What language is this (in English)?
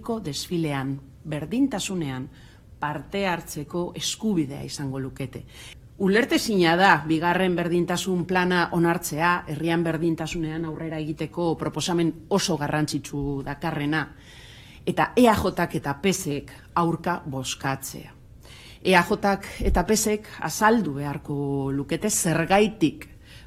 Basque